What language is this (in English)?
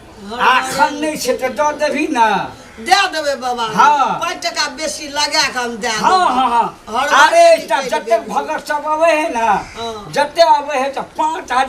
Maithili